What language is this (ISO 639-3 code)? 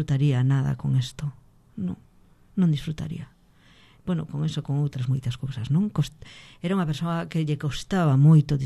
glg